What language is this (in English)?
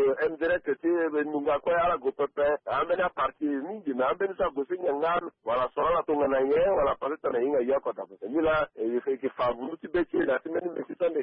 Sango